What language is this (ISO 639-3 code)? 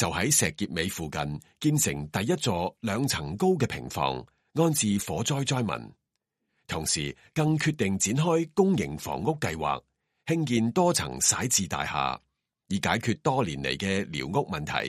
yue